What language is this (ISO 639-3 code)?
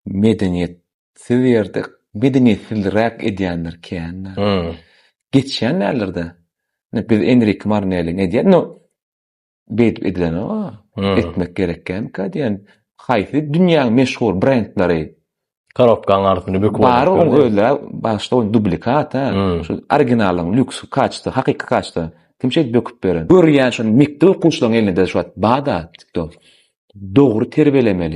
tuk